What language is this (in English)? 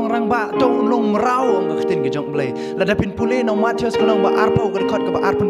Khasi